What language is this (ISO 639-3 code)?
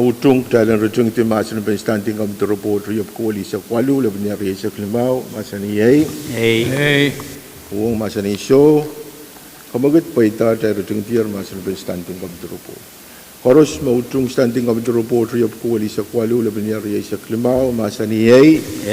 pon